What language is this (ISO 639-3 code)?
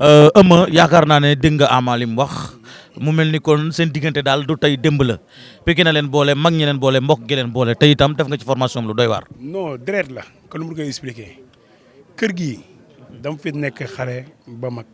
wol